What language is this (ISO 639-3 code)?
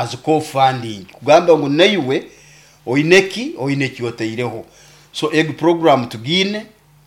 nyo